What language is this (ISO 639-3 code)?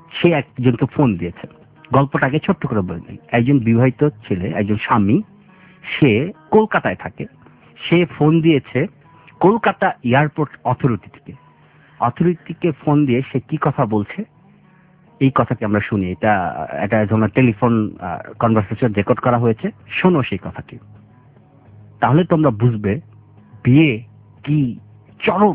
ben